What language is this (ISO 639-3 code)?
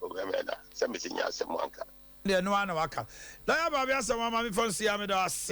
aka